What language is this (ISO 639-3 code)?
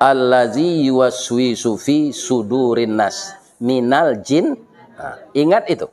min